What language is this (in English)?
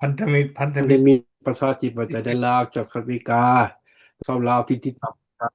Lao